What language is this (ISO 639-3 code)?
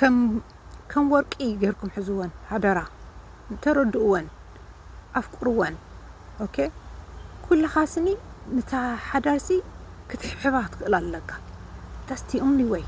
tir